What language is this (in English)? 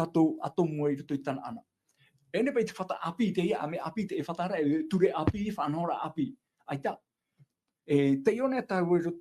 Tahitian